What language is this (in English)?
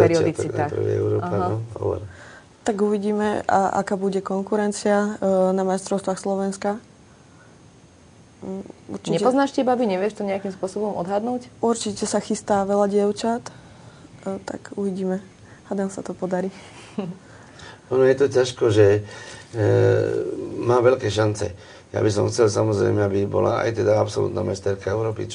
Slovak